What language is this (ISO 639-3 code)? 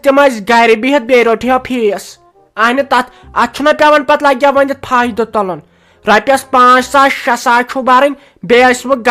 kas